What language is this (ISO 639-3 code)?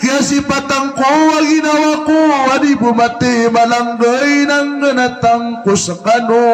mrw